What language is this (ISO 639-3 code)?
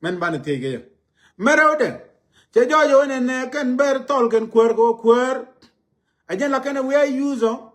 nus